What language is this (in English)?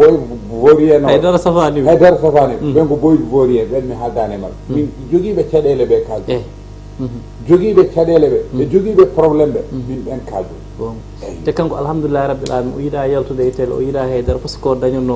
Fula